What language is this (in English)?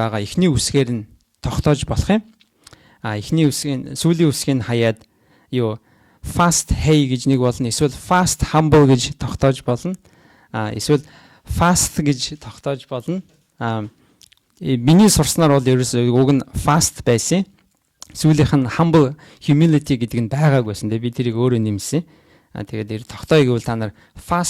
Mongolian